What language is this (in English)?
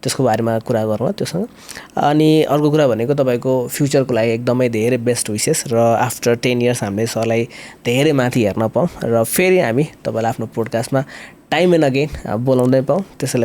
Nepali